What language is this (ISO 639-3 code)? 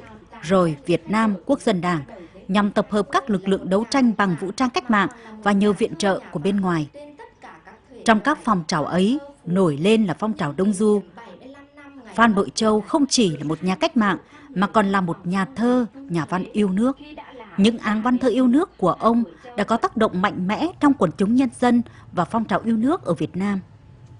vie